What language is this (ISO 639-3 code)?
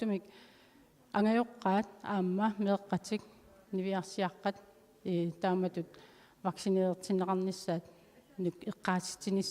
kal